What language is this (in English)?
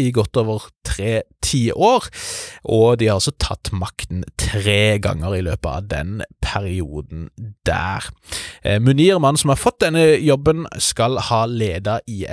Norwegian